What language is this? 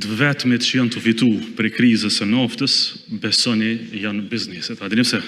Albanian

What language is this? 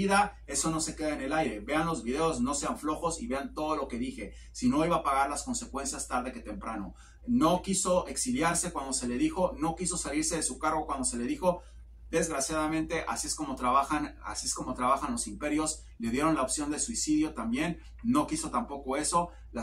Spanish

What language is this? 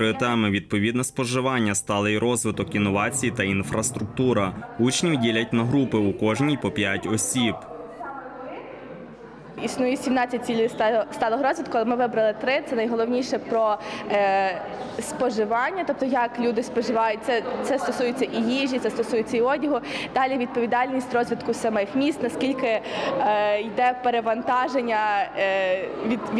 Ukrainian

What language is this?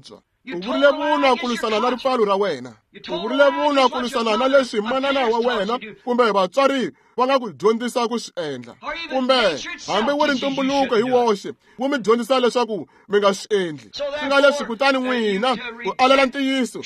Tsonga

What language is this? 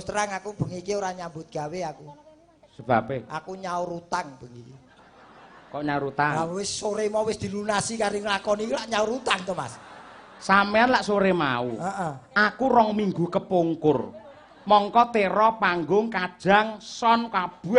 Javanese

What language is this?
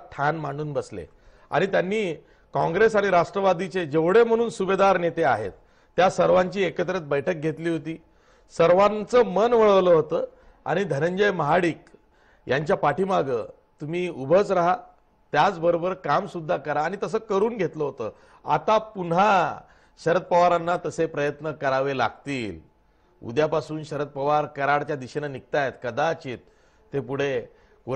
Marathi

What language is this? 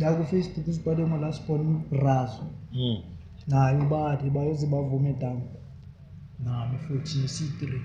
Zulu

